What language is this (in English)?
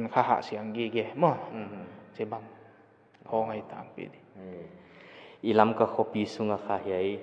Paite Chin